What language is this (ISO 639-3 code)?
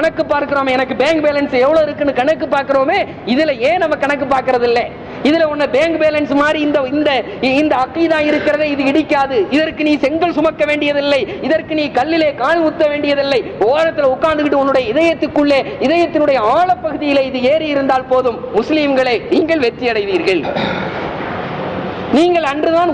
tam